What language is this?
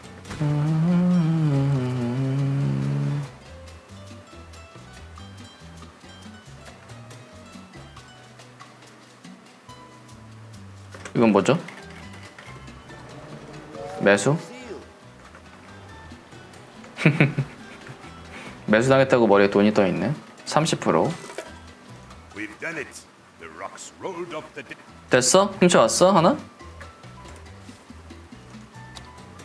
Korean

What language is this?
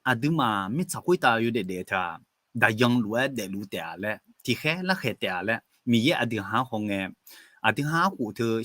Akha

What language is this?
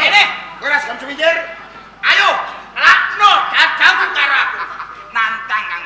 Javanese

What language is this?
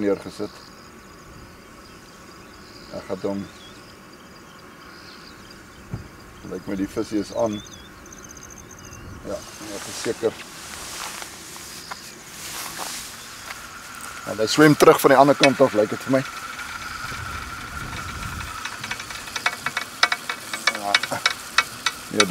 Afrikaans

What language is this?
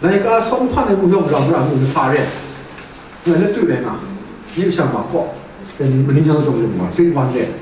Kachin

